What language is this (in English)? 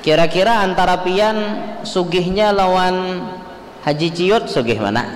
Banjar